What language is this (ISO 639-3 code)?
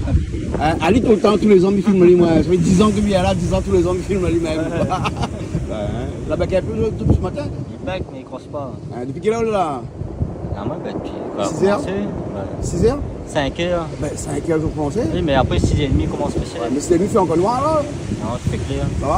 rcf